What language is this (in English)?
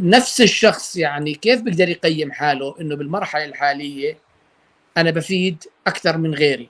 North Levantine Arabic